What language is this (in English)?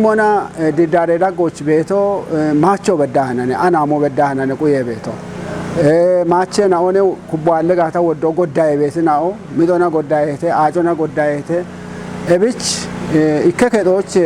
Kafa